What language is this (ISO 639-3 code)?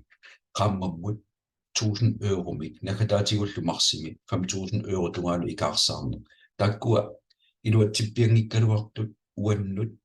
kal